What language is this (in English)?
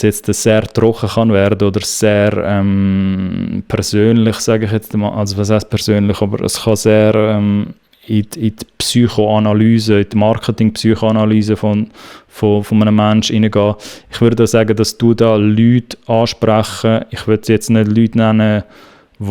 Swiss German